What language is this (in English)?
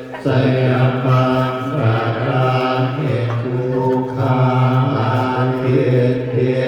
Pali